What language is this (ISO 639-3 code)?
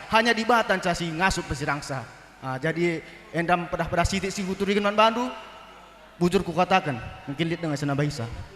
btx